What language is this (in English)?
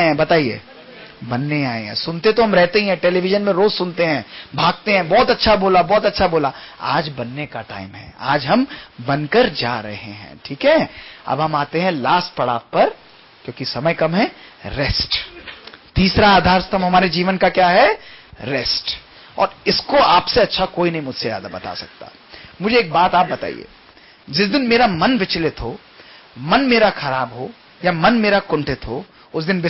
Hindi